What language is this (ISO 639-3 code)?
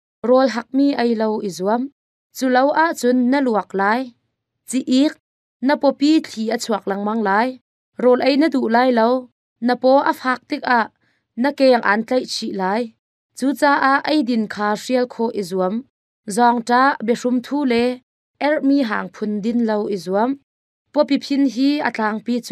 cnh